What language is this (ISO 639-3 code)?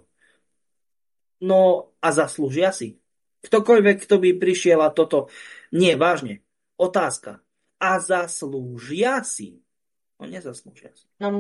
slk